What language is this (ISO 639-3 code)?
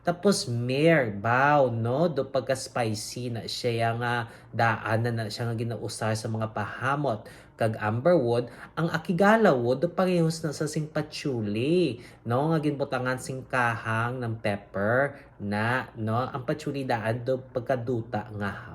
hil